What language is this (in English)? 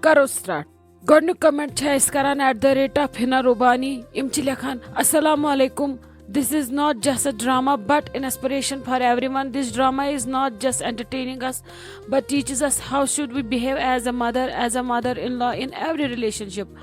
Kashmiri